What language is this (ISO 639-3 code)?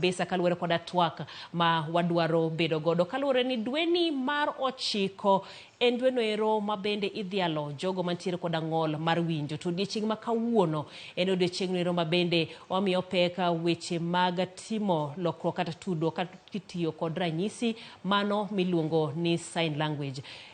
luo